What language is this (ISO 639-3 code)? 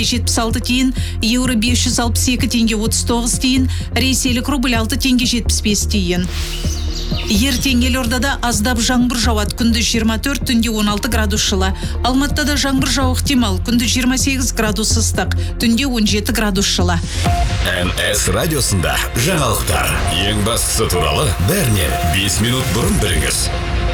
kaz